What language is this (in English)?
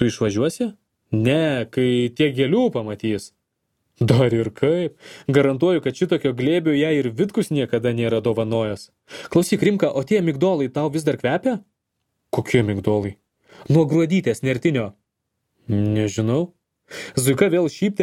Lithuanian